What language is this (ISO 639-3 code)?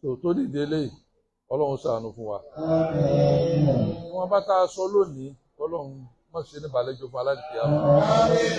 yor